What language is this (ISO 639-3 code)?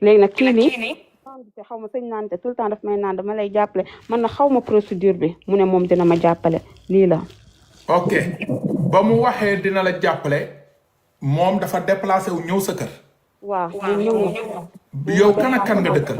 wol